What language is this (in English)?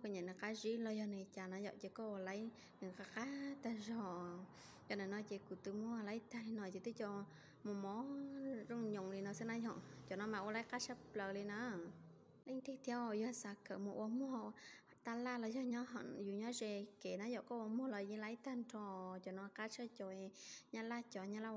Hmong